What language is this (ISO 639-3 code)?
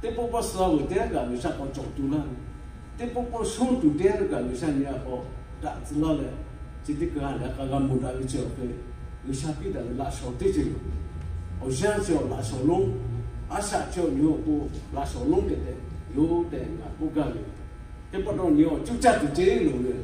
lhu